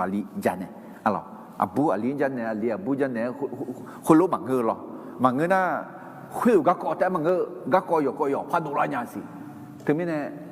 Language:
Akha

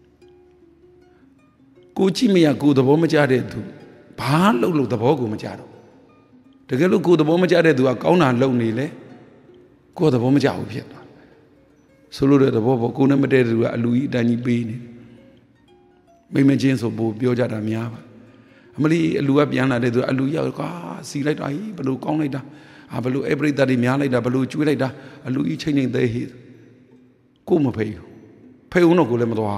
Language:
Burmese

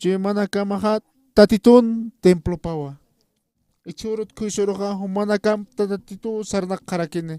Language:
Aymara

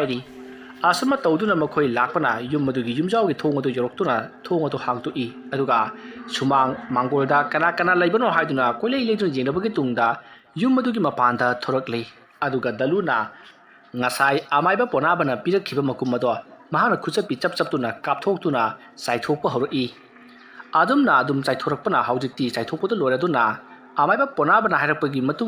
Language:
Manipuri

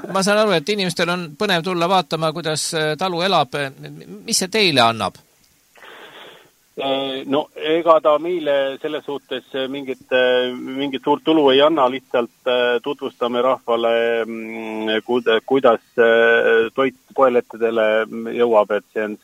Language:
Estonian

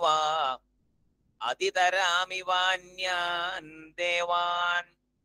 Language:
Malayalam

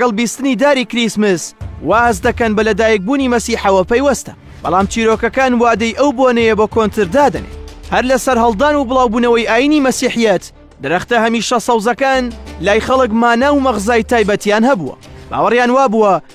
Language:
Central Kurdish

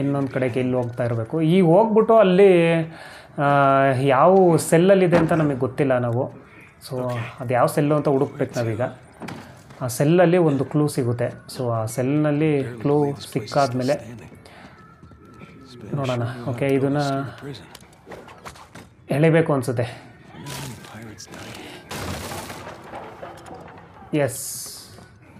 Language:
Kannada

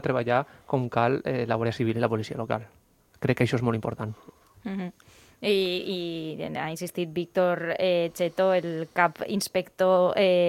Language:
Catalan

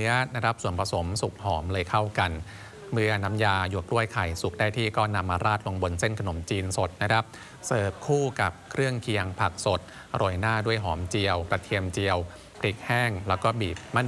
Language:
Thai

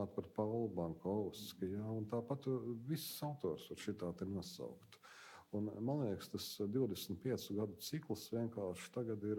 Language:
Latvian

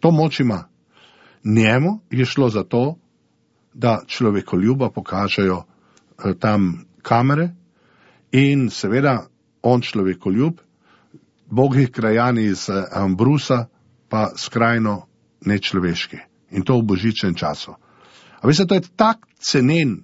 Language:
Slovenian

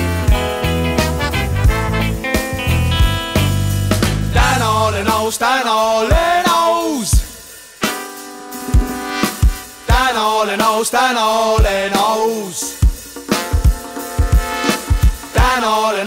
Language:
Estonian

